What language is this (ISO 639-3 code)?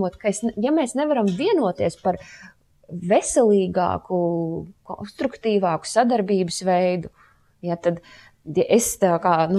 lav